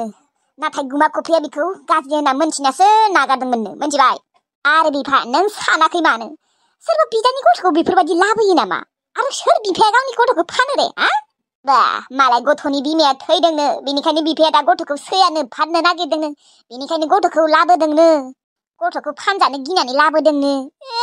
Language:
Bodo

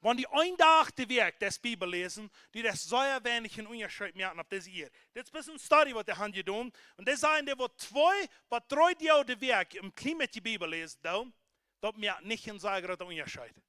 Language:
Plautdietsch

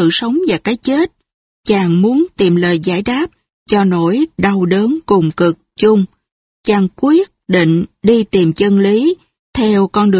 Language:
Vietnamese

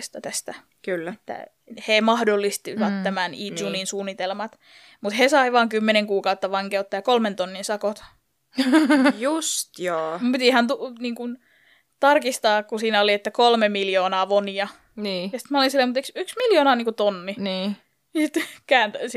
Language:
Finnish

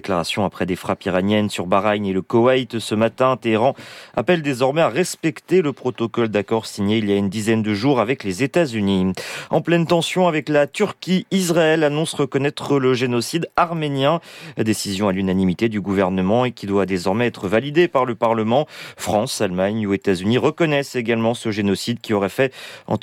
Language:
French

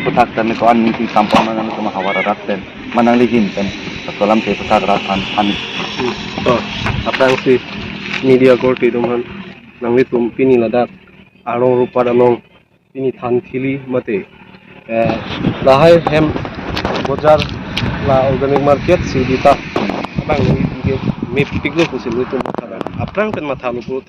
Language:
Karbi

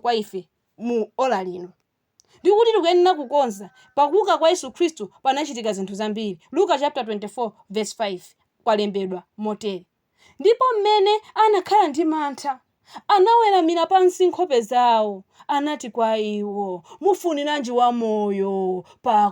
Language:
Nyanja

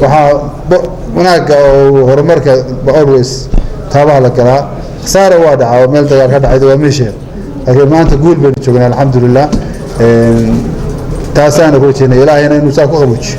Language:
Somali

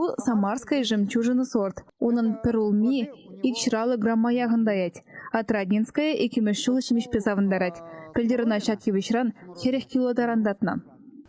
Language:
Chuvash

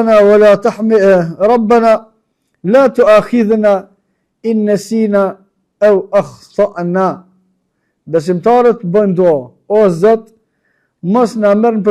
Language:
Albanian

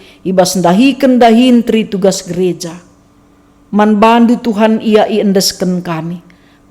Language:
Batak Karo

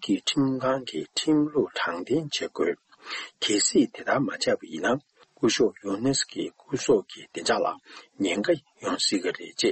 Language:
Tibetan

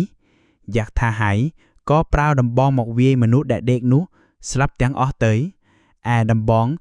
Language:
Khmer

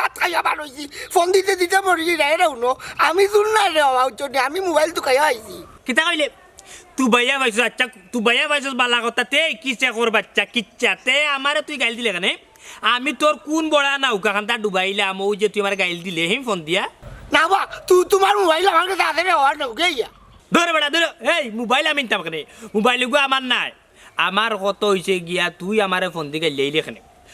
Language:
Sylheti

